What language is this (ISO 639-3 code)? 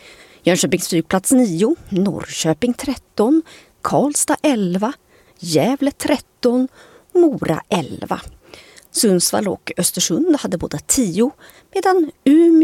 swe